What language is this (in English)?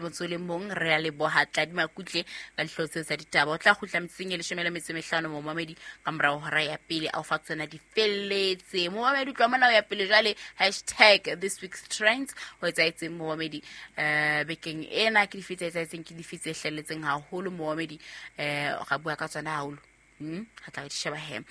Southern Sotho